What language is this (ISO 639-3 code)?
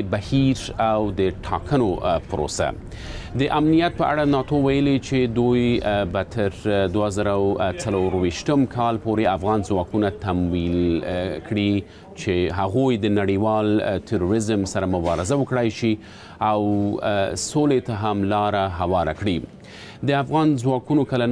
pus